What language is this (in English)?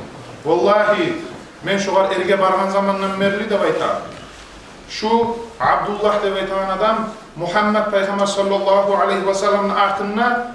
Kumyk